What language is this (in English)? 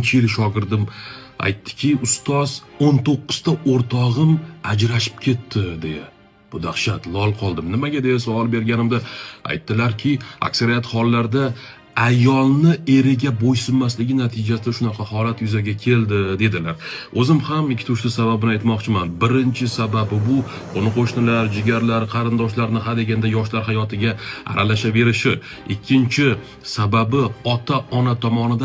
Uzbek